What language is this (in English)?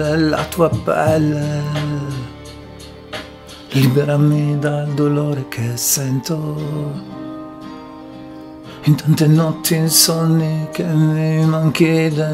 Italian